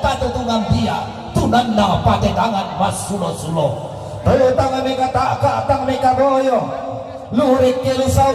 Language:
Toraja-Sa'dan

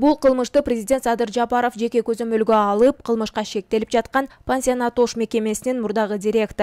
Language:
Kyrgyz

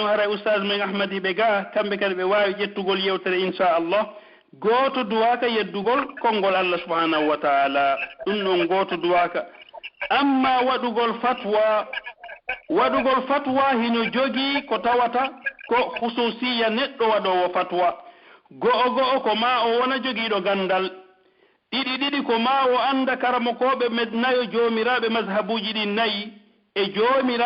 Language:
Pular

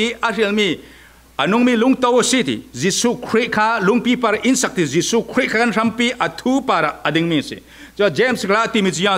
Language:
Falam Chin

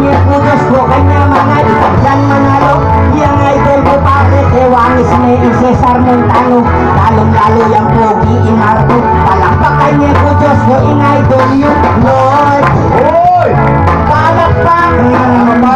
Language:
Pampanga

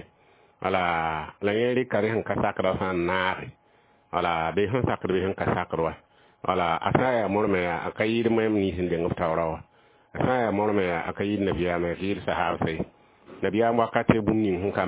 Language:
Mossi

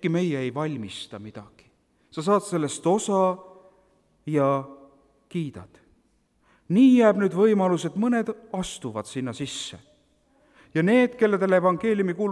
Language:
Estonian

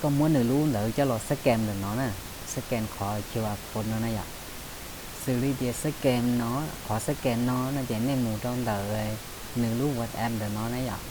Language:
Hmong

